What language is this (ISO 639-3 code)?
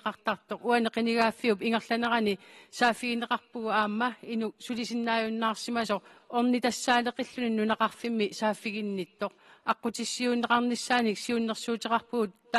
kal